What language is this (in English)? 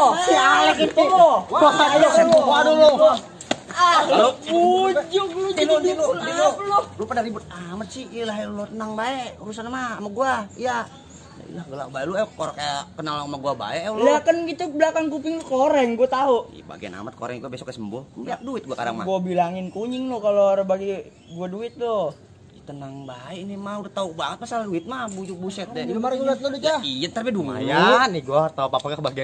Betawi